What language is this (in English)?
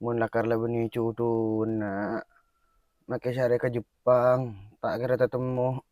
Madurese